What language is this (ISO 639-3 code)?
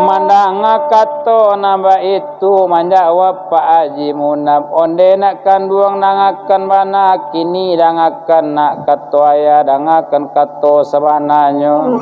min